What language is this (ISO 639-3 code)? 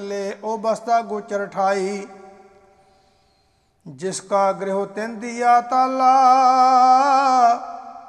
pan